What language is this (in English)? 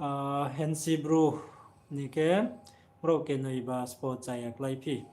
Riang (India)